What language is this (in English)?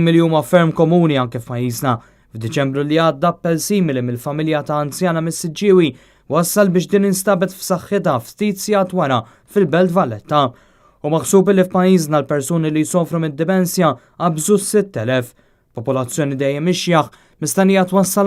Maltese